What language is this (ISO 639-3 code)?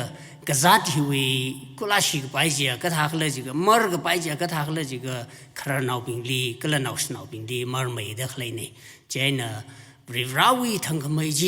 nmf